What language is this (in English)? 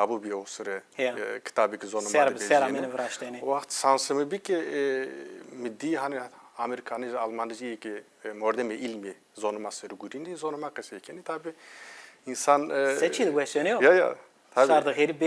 Zaza